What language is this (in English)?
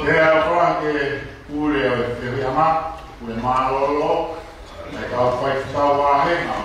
Tongan